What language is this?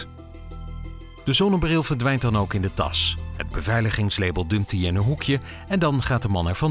Dutch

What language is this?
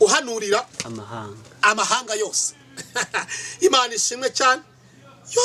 Kinyarwanda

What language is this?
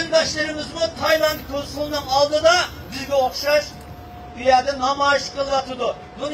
Uyghur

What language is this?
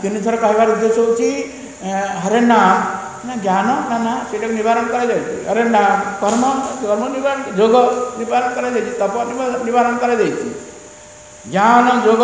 Odia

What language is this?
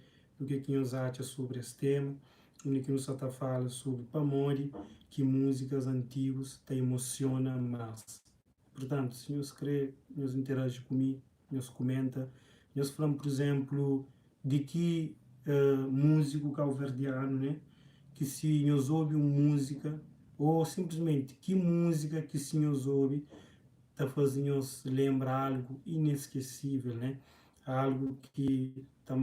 Kabuverdianu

